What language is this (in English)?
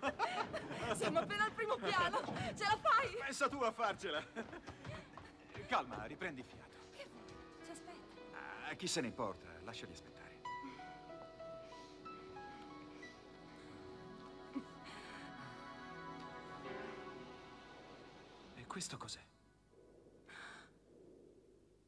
Italian